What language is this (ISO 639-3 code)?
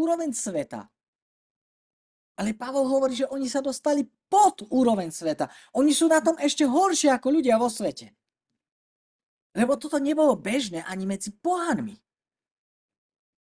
slk